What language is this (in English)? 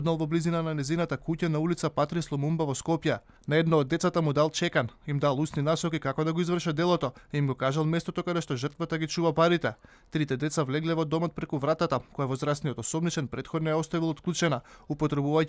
Macedonian